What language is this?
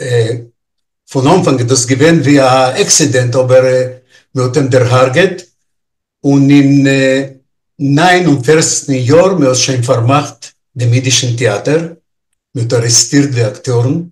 Yiddish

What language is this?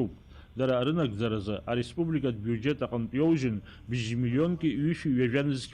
Abkhazian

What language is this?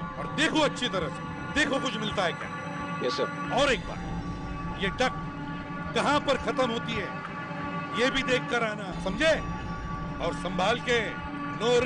Hindi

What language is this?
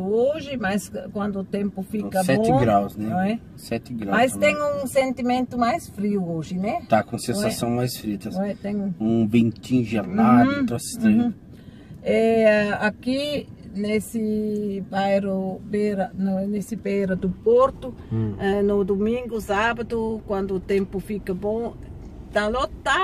Portuguese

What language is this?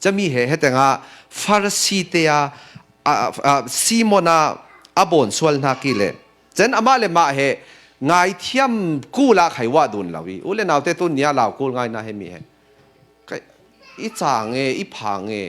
Falam Chin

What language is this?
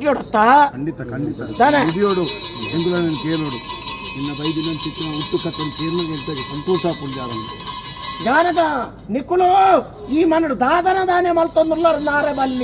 Tulu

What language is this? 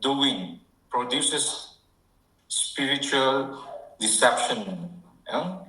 Tangkhul Naga (India)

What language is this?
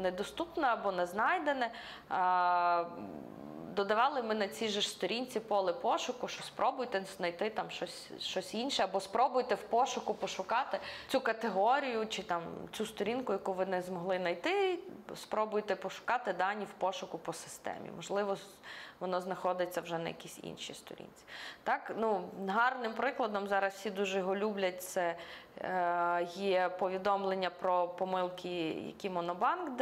Ukrainian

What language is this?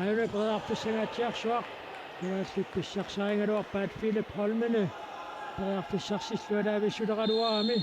Kalaallisut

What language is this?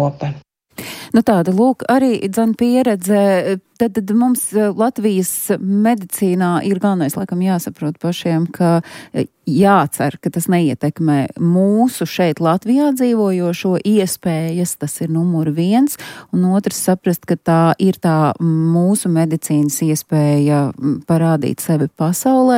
Latvian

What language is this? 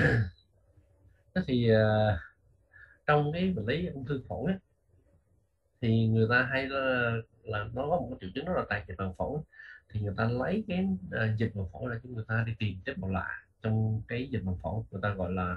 Vietnamese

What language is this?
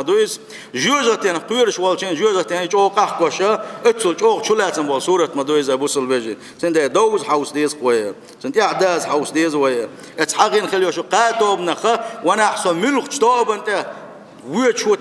Chechen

